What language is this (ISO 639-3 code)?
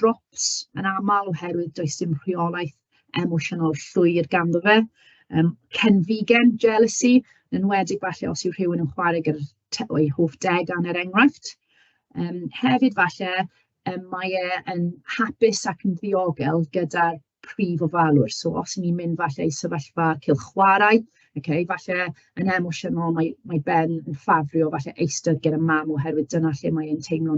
cym